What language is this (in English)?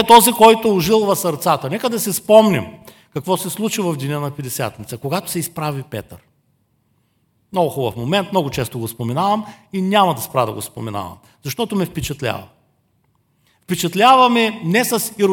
Bulgarian